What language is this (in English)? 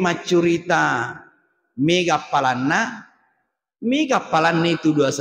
Buginese